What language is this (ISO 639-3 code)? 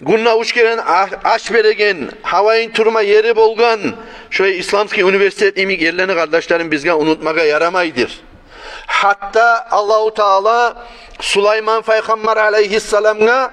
kum